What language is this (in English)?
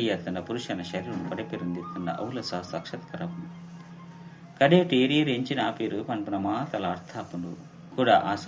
Tulu